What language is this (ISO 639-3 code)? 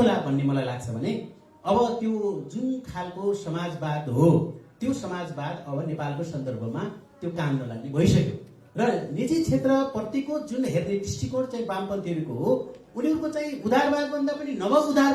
nep